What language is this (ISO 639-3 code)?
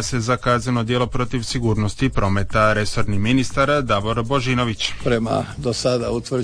hrv